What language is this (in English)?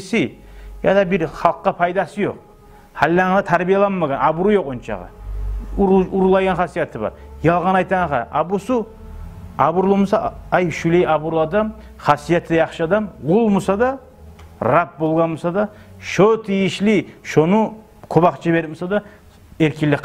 Kumyk